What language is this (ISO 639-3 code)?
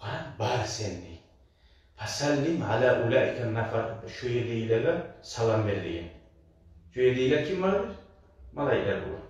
kum